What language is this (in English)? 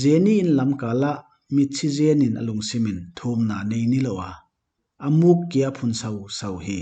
Paite Chin